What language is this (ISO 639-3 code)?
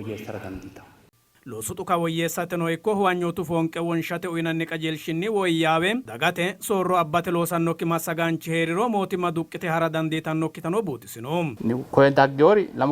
sid